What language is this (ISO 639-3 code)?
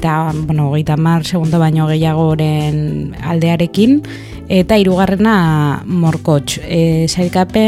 eus